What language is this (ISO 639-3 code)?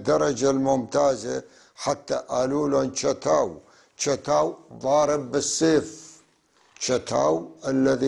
apc